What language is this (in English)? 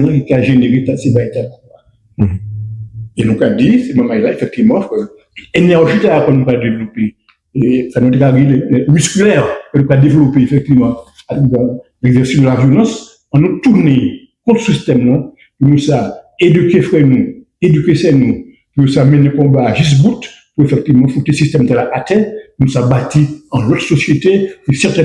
Guadeloupean Creole French